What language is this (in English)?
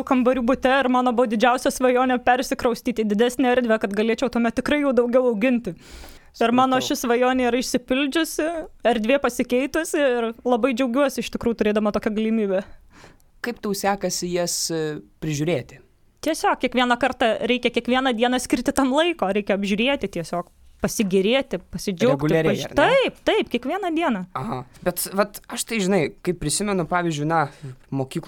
Lithuanian